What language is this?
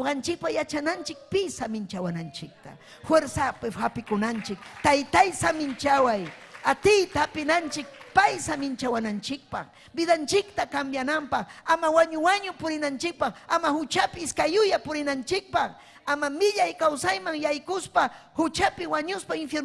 Ayacucho Quechua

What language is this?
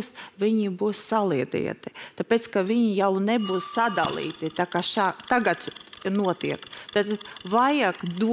Latvian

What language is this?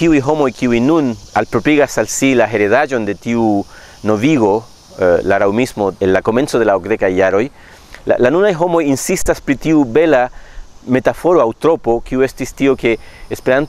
Esperanto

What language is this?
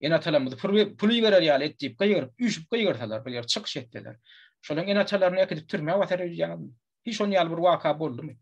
Turkmen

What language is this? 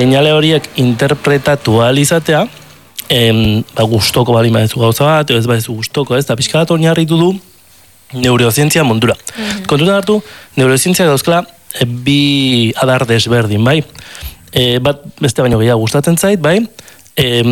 Basque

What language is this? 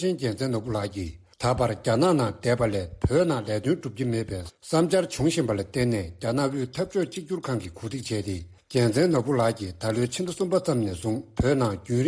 Tibetan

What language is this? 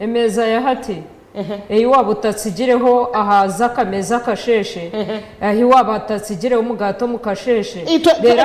Nyankole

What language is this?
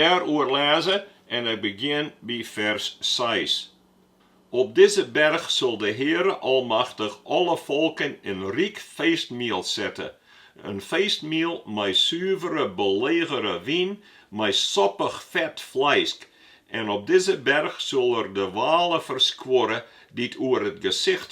Western Frisian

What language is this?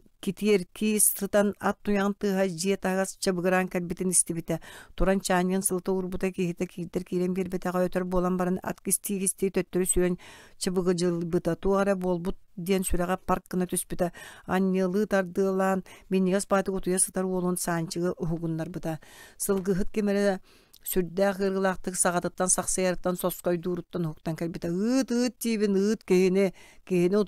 Yakut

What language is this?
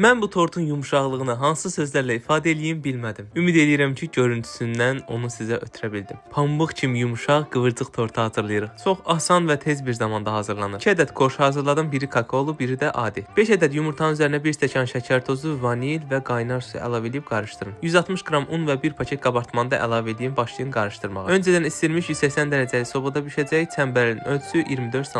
Azerbaijani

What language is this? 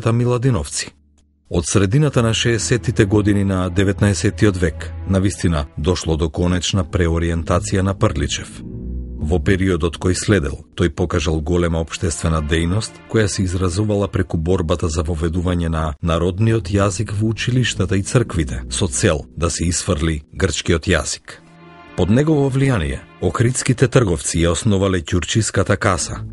Macedonian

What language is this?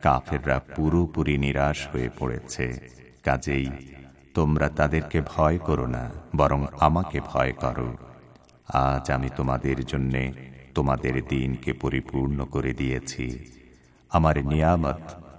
Bangla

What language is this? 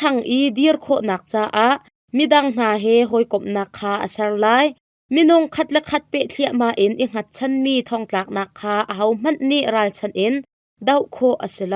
Hakha Chin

